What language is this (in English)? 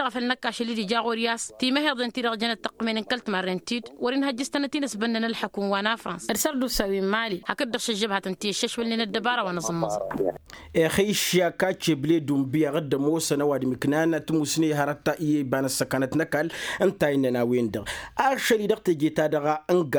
Tamasheq